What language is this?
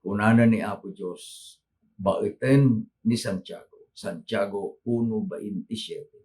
Iloko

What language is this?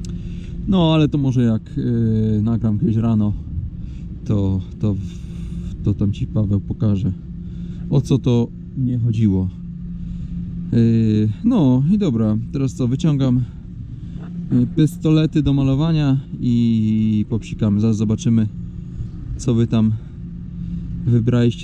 Polish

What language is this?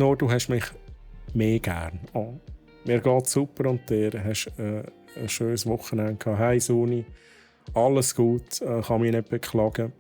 Swiss German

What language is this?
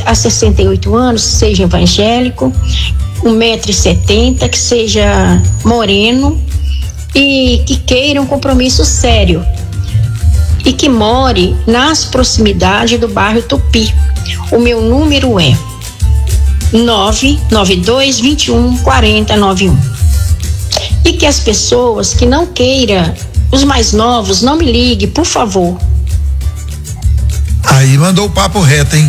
Portuguese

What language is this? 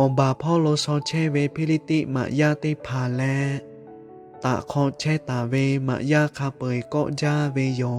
Lahu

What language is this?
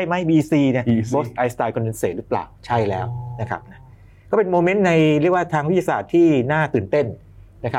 Thai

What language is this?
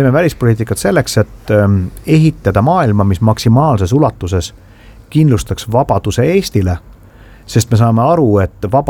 Estonian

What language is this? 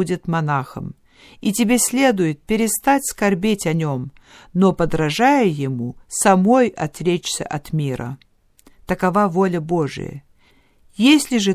Russian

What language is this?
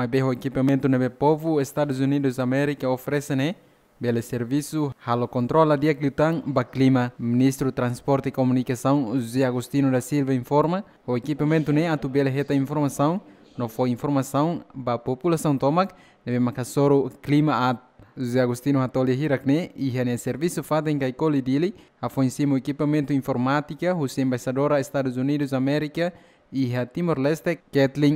Tetum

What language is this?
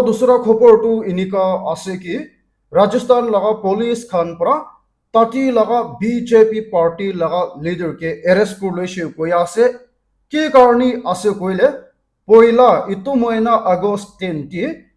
Naga Pidgin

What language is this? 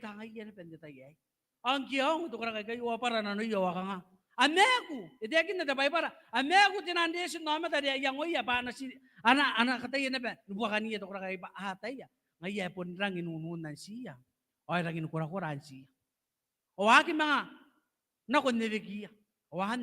Gilbertese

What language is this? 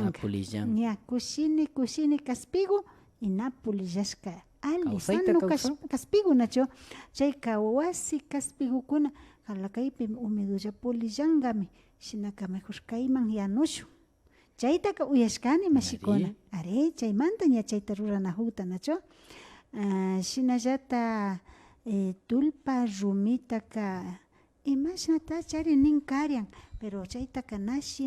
Imbabura Highland Quichua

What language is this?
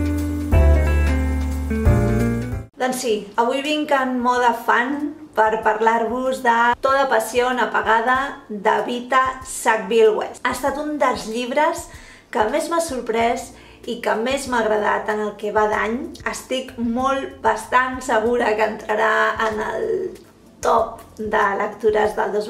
Catalan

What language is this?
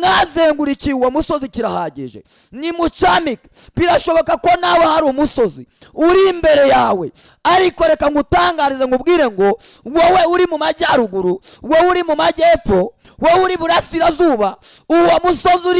Kinyarwanda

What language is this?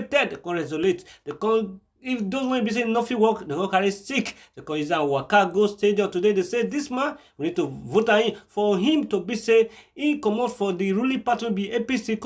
Nigerian Pidgin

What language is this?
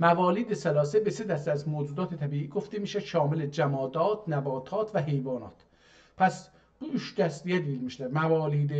South Azerbaijani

